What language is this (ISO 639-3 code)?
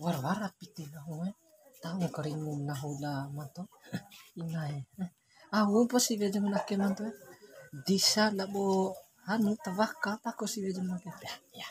bhp